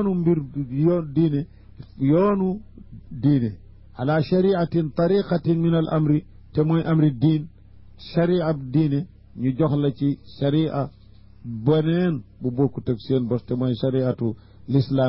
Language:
Wolof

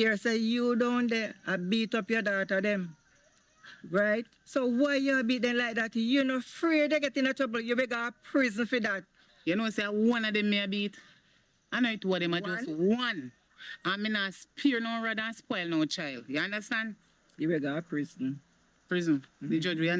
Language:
Jamaican Creole English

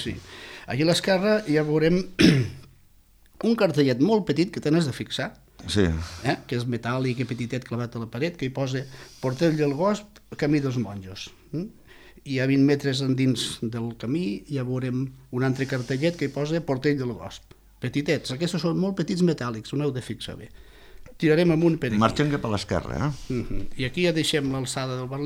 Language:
Catalan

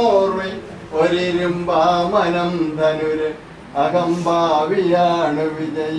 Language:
Malayalam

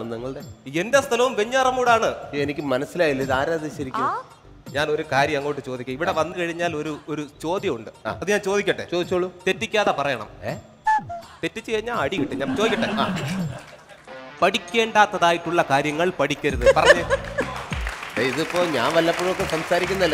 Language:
Malayalam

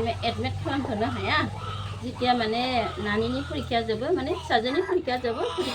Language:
Bodo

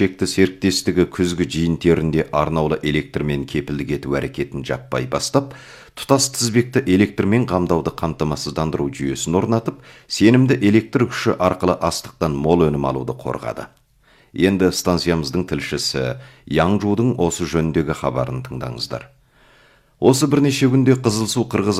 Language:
Kazakh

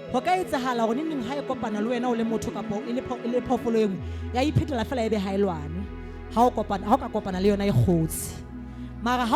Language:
Southern Sotho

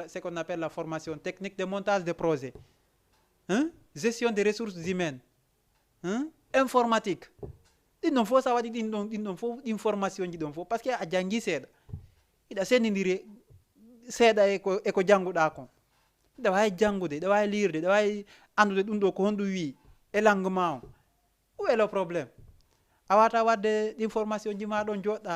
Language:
Fula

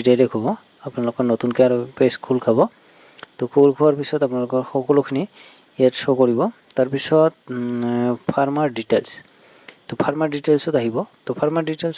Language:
Assamese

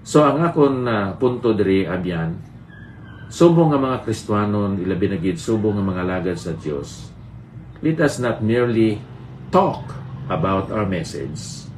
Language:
Hiligaynon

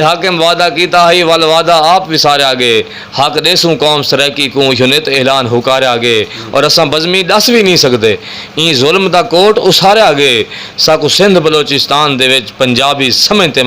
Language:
Saraiki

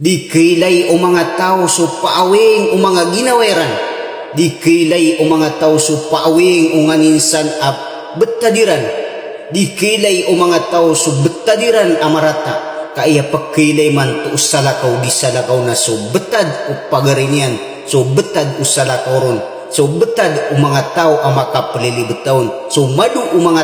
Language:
Maranao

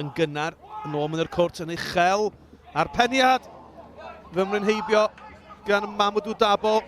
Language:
Welsh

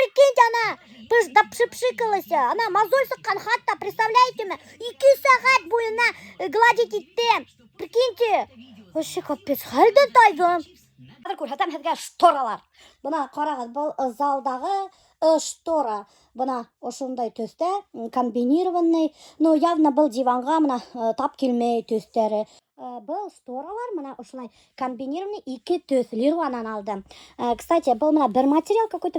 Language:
Bashkir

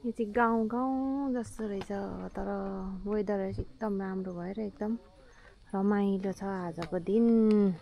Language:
Nepali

